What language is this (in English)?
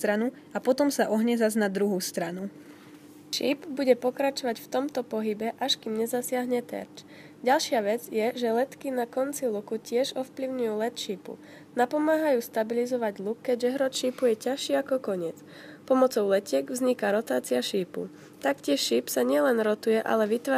Slovak